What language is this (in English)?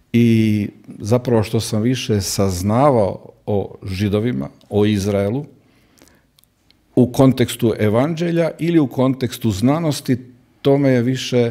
Croatian